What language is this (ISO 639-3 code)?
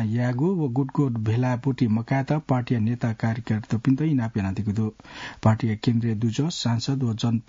new